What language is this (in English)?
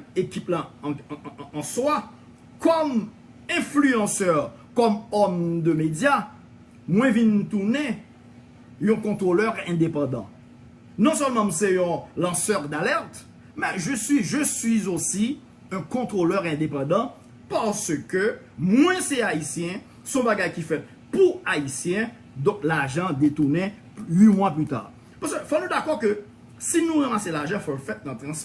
Haitian Creole